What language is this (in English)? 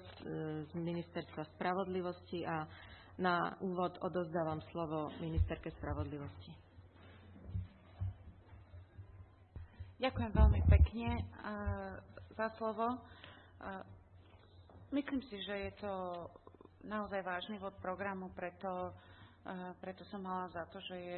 Slovak